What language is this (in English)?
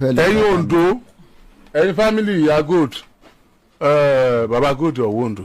Yoruba